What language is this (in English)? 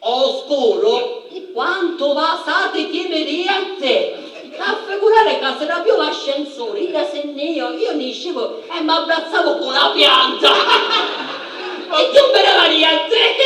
Sicilian